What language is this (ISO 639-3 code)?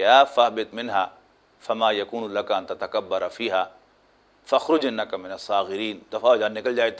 lah